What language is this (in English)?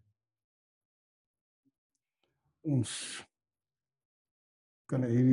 Afrikaans